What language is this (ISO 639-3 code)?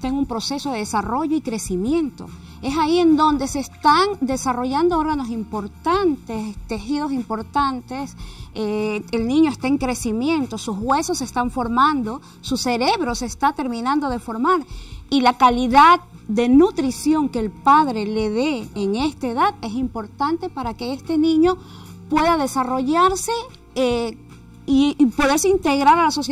spa